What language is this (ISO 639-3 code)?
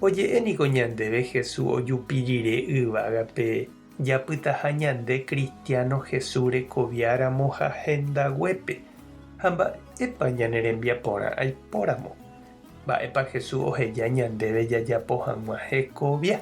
grn